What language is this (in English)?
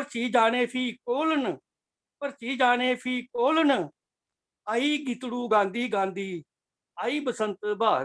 Dogri